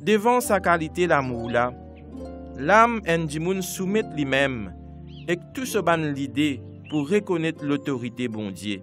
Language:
Morisyen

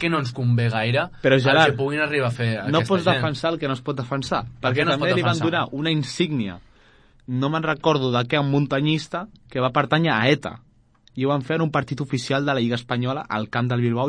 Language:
Catalan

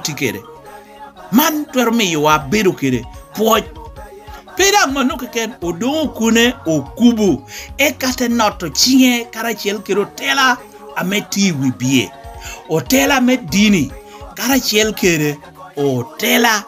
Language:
Lango (Uganda)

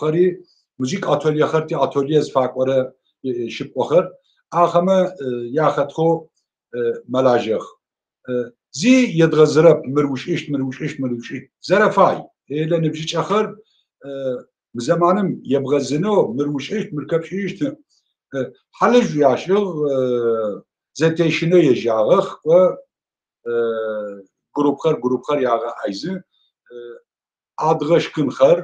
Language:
Adyghe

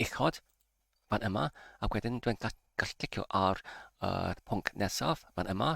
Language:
Welsh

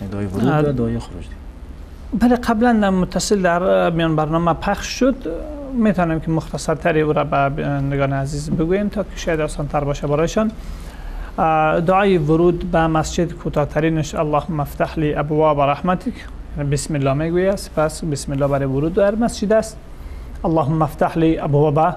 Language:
Persian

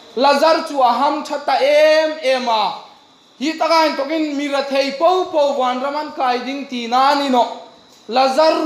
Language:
Hmar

